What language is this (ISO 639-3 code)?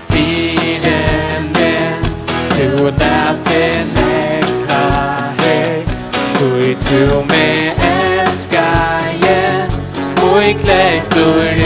fao